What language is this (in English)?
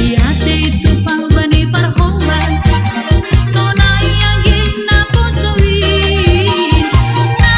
Batak Simalungun